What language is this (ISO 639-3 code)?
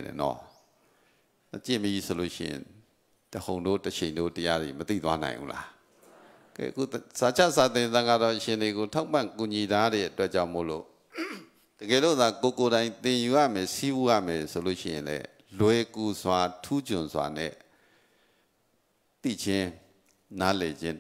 mya